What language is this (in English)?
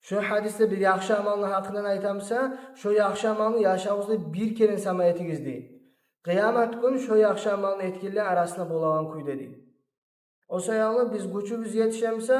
Kumyk